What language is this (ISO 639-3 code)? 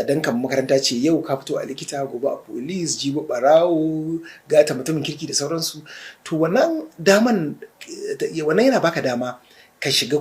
hau